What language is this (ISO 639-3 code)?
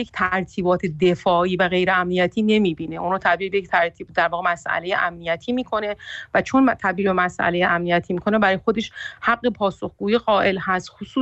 fas